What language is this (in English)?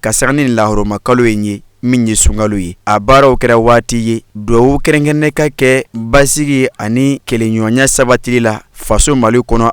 Bambara